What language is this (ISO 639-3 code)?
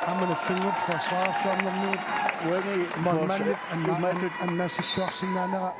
kal